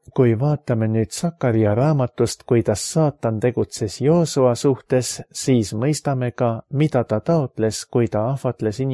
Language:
Estonian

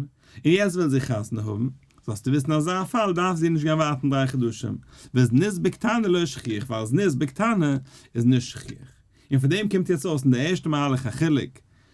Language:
Yiddish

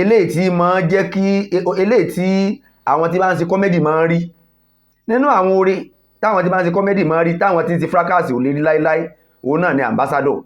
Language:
Yoruba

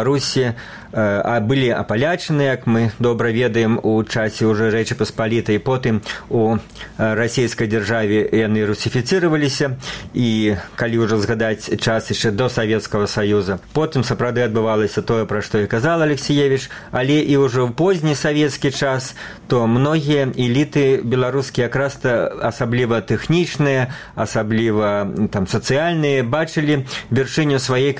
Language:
Belarusian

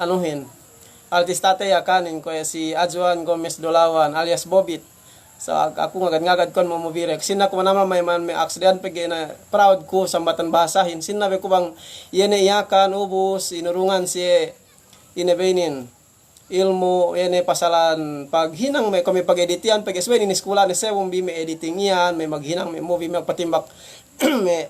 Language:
Yakan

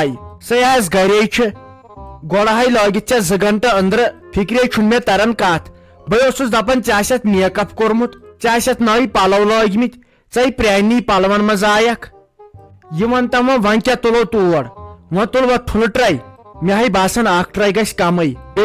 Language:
Kashmiri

